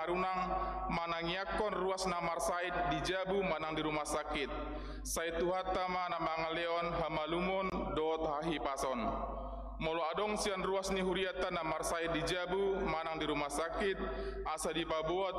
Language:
Batak Toba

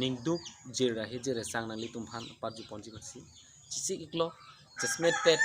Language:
Karbi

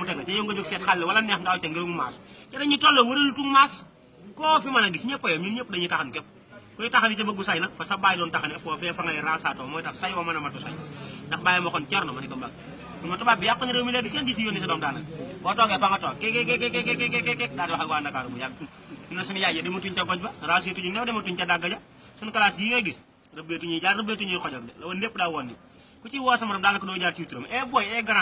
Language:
Wolof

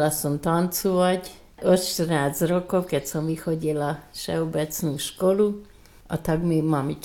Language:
Slovak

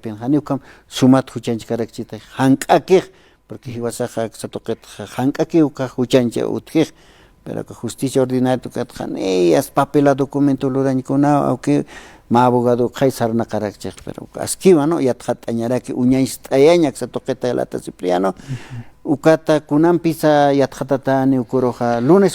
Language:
Aymara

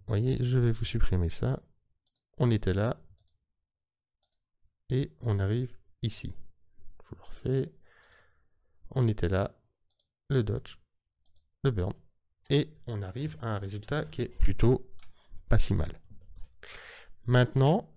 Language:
French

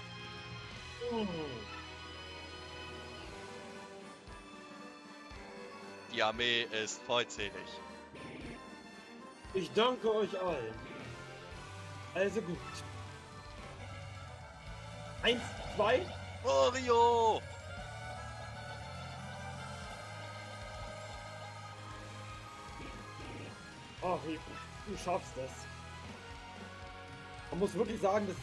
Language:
German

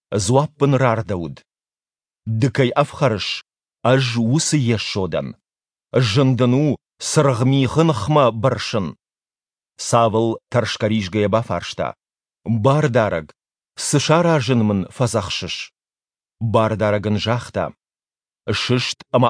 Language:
Ossetic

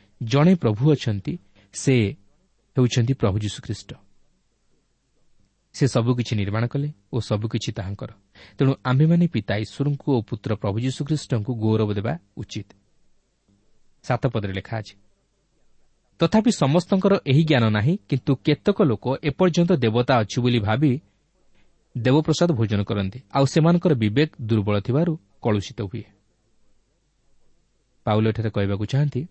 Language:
Odia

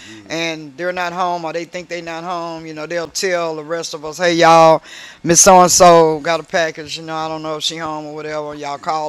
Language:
English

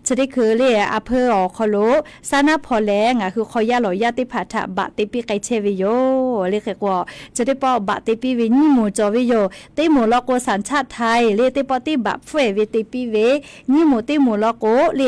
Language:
Lahu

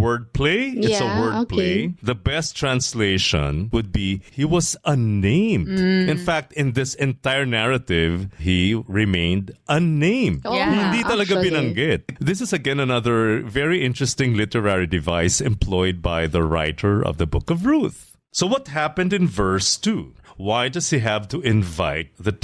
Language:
Filipino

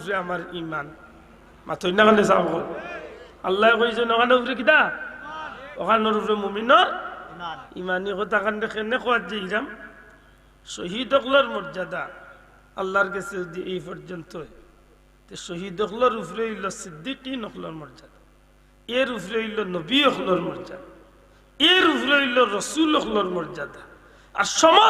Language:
Sylheti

